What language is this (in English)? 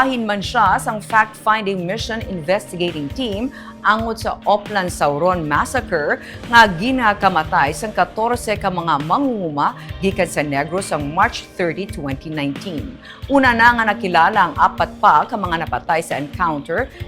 Hiligaynon